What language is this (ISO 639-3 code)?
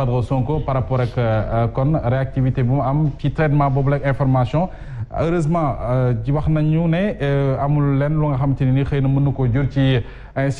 wol